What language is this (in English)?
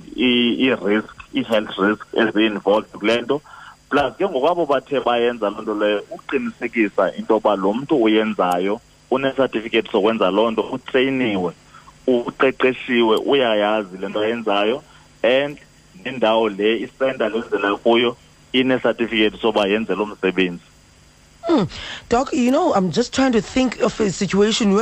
Xhosa